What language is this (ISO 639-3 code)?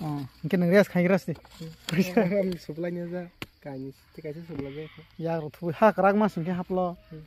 trp